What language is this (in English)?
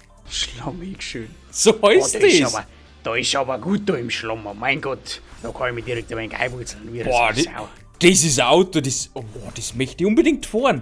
Bavarian